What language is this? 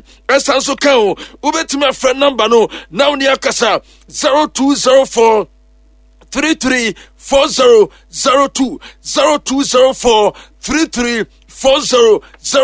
Akan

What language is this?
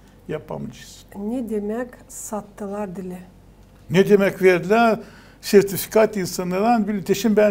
Gagauz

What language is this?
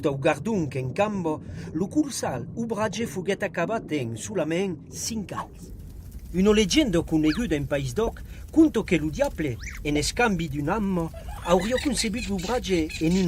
Occitan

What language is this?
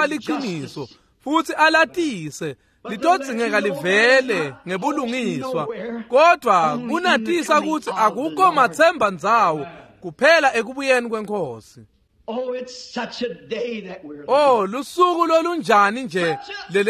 Swati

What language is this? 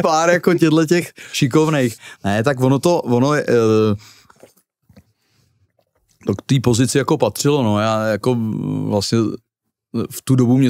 Czech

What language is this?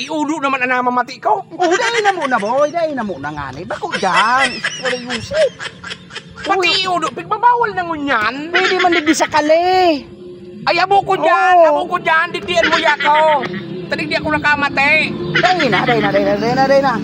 Bikol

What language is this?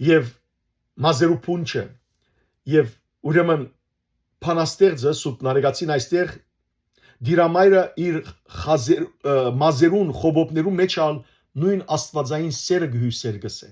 Western Armenian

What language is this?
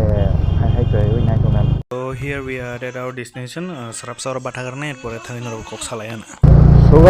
Kok Borok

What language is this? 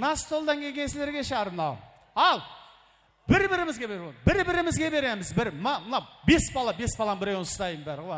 Kara-Kalpak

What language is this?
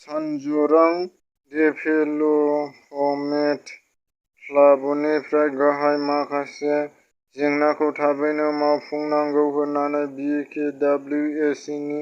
Bodo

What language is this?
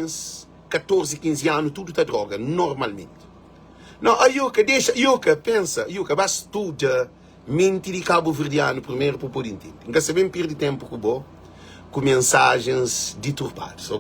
Kabuverdianu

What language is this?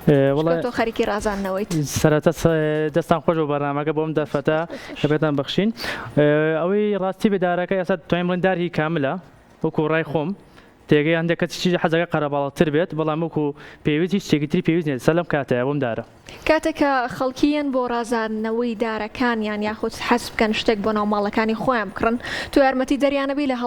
Central Kurdish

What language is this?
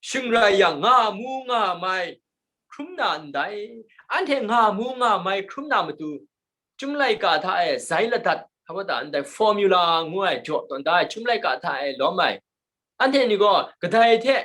Kachin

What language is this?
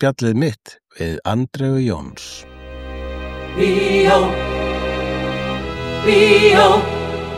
Icelandic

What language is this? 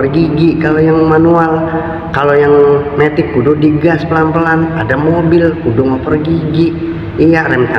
Betawi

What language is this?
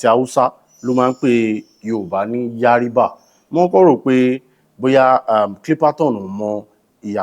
Yoruba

